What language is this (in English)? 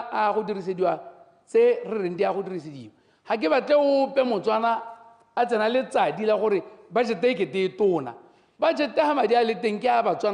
Tswana